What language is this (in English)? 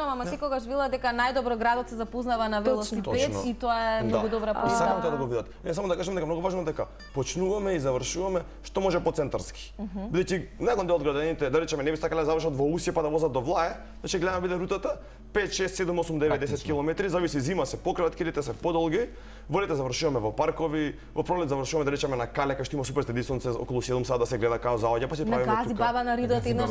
Macedonian